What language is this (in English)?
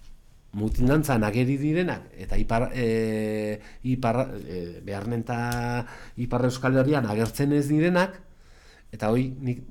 Basque